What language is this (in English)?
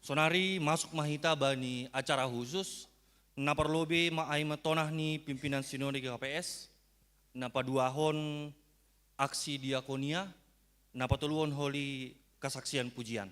Batak Simalungun